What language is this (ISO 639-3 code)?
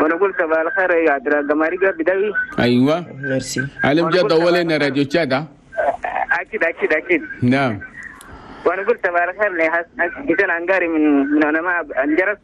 shu